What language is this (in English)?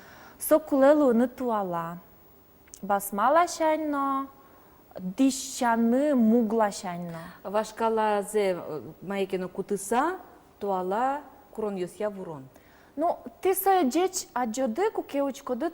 Udmurt